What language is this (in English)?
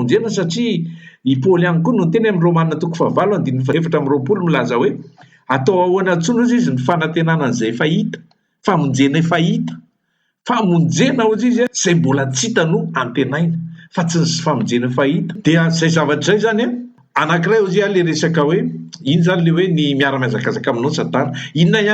Malagasy